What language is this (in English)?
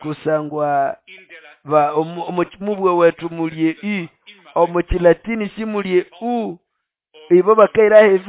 Nande